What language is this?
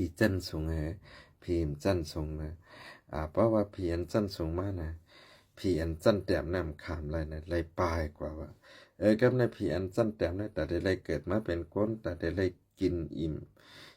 Shan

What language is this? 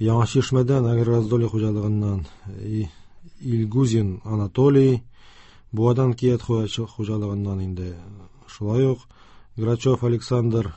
Tatar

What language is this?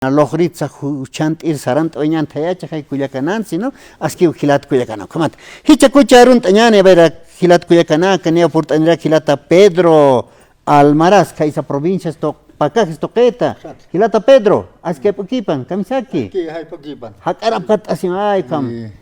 Aymara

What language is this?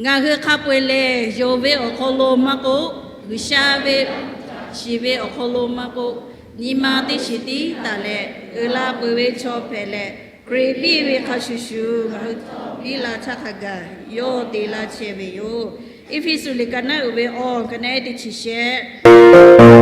Lahu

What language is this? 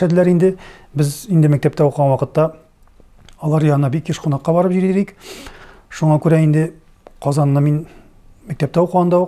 Tatar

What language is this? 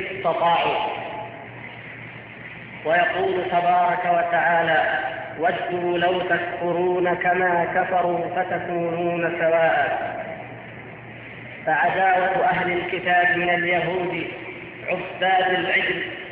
Arabic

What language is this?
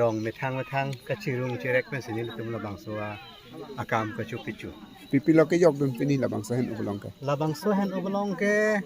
Karbi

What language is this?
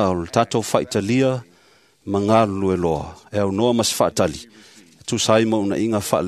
Samoan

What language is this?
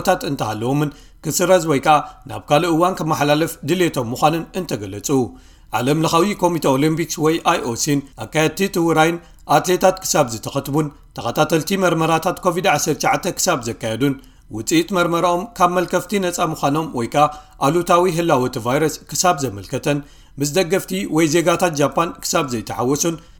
Tigrinya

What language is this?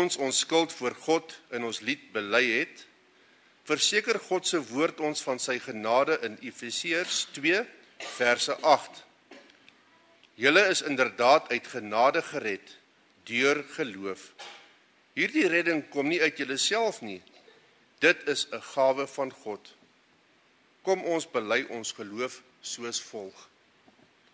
Afrikaans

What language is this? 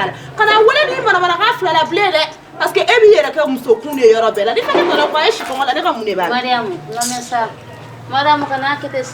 Bambara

